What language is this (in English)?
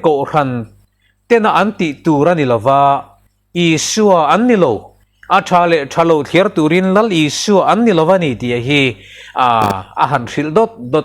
Mizo